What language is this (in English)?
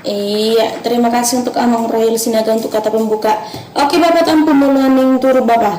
Batak Toba